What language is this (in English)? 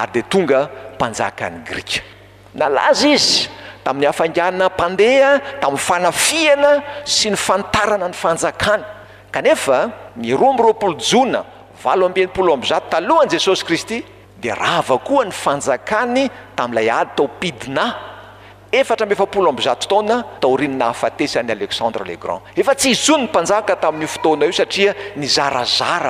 Malagasy